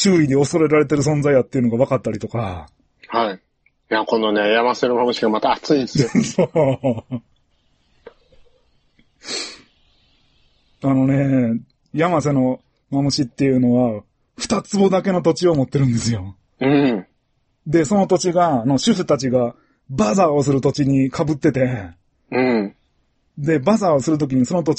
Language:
Japanese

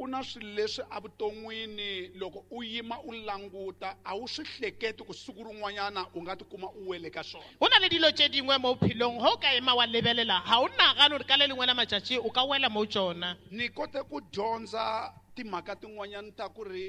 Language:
Tsonga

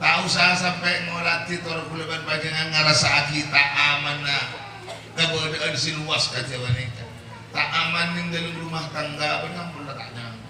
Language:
Madurese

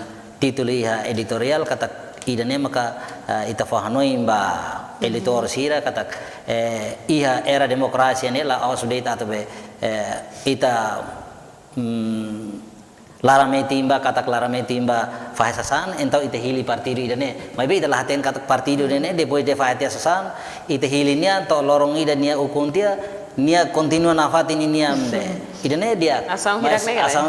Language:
Tetum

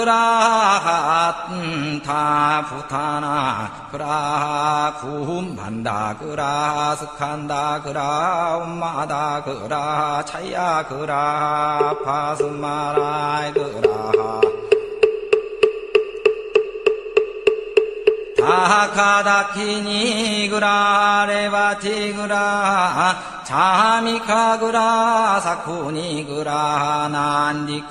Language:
Korean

